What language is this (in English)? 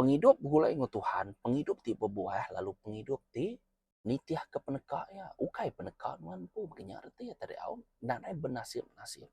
Iban